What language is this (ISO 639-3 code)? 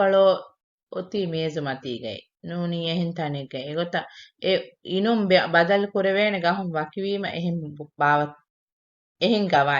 div